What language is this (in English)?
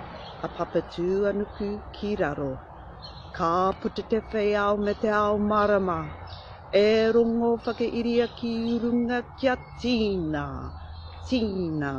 Māori